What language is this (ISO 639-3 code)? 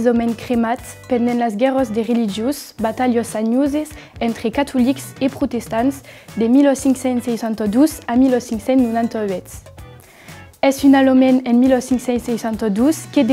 oci